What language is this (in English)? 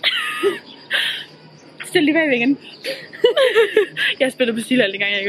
Danish